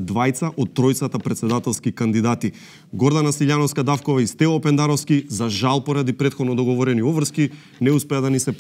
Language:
Macedonian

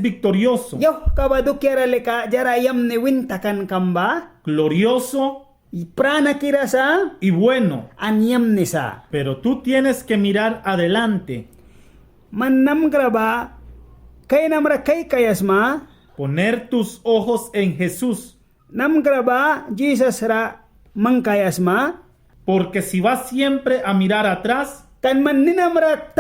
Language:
Mískito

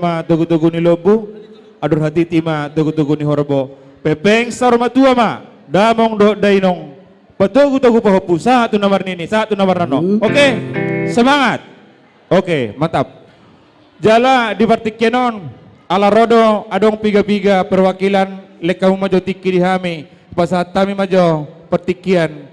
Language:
Batak Toba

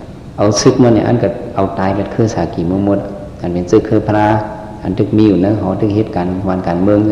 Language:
Shan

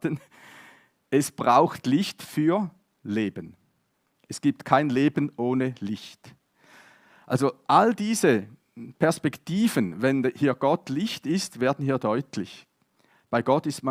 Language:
Swiss German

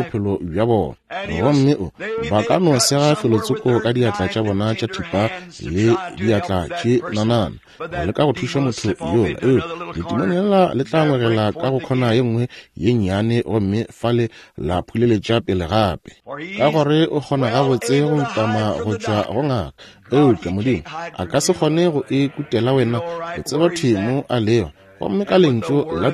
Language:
Northern Sotho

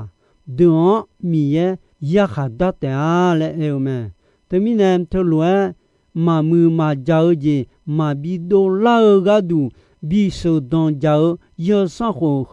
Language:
Akha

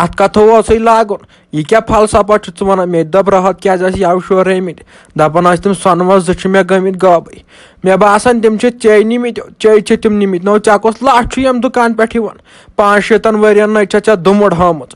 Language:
Kashmiri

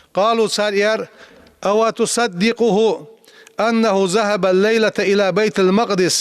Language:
Ingush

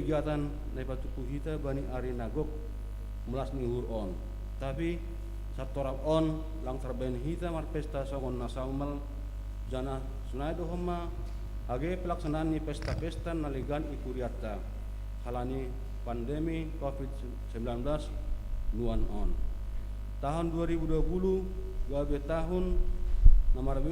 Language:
Batak Simalungun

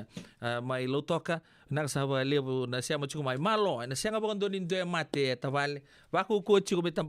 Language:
Fijian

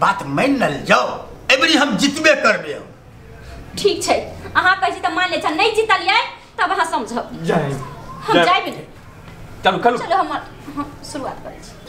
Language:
Maithili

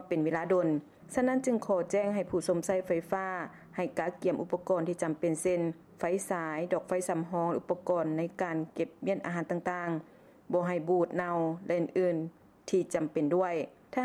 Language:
Lao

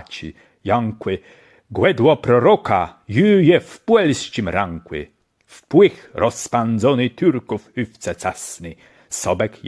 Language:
Kashubian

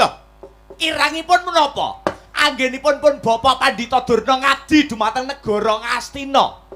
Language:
Javanese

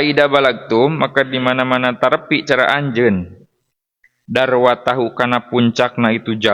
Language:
Sundanese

